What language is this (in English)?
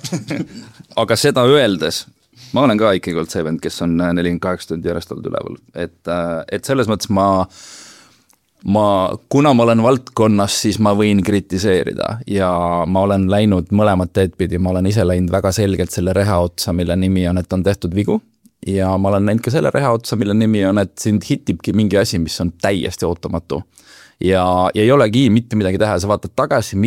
Estonian